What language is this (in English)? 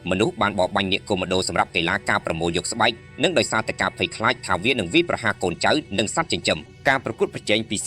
Khmer